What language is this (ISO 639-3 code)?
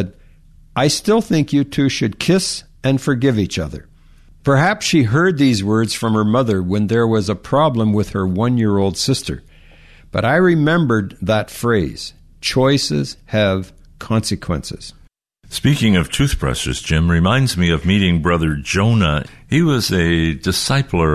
eng